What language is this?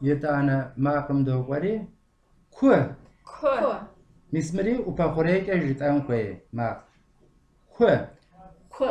Kabardian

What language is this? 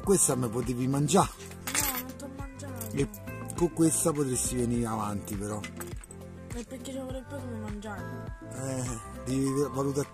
Italian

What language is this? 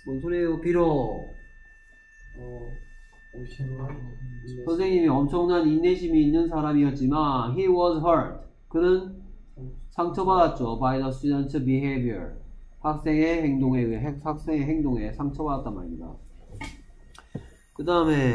Korean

